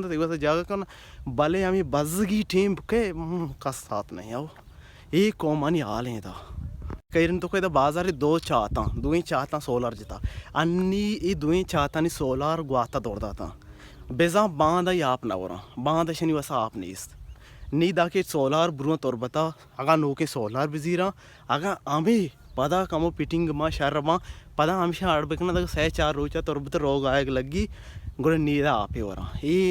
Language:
Baluchi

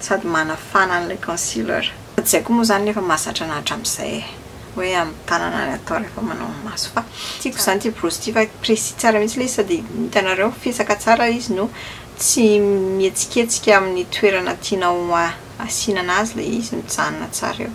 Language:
Malagasy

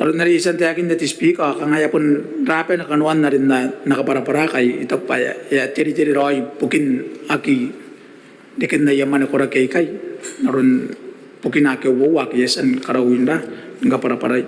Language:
Gilbertese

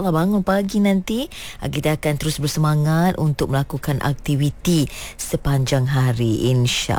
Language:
Malay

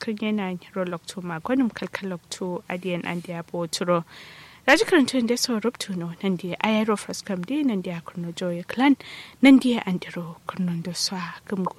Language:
Kanuri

